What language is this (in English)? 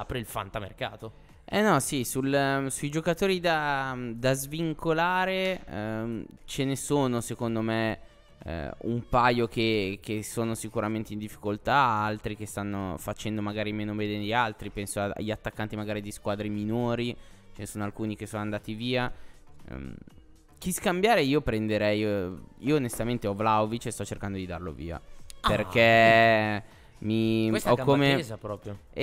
Italian